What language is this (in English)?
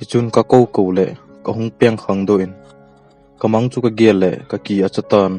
Thado Chin